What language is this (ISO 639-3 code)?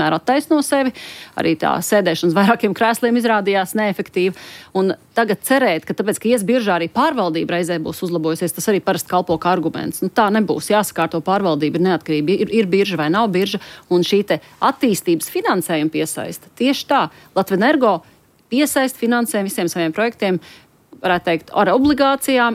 lav